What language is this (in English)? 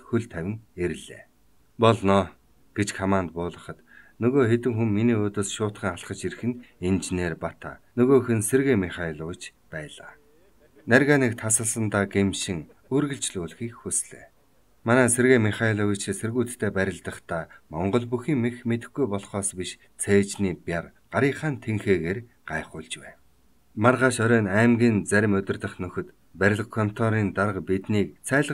Mongolian